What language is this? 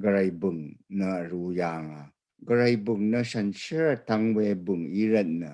Rawang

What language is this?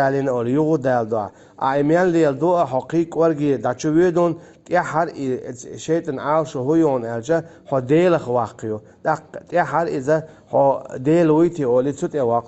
Chechen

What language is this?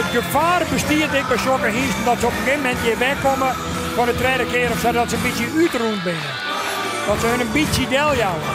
Western Frisian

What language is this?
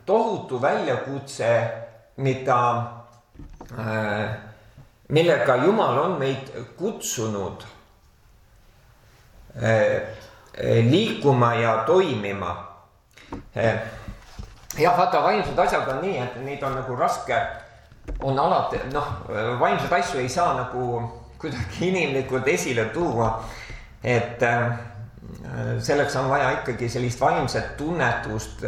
Estonian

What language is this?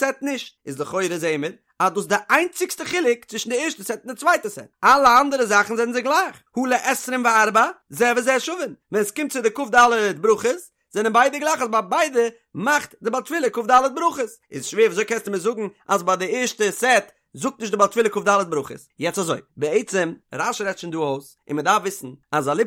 Yiddish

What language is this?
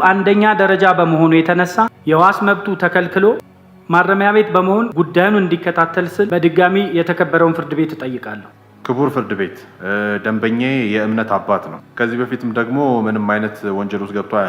Amharic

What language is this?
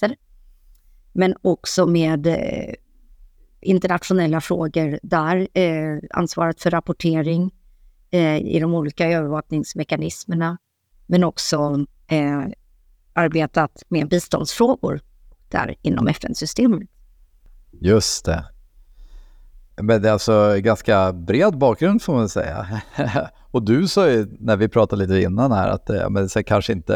Swedish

